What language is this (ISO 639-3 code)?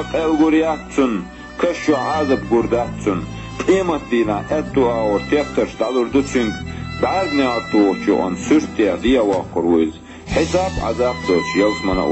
che